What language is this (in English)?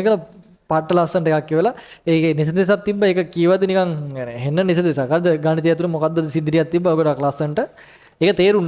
Sinhala